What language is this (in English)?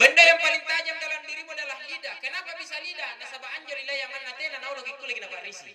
Makasar